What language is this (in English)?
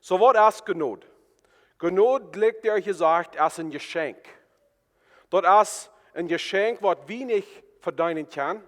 Plautdietsch